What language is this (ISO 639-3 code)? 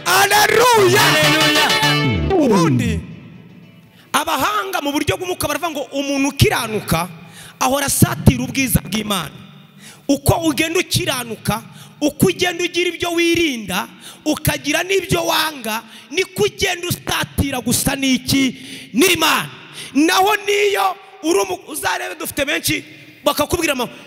kin